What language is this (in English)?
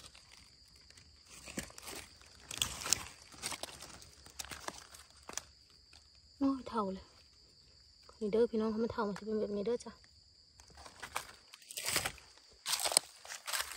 Northeastern Thai